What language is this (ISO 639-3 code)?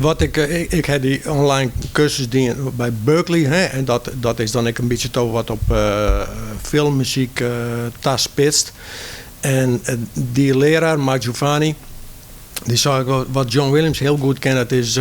fry